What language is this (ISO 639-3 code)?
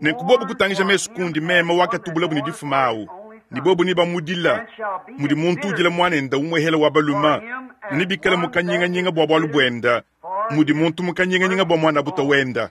lua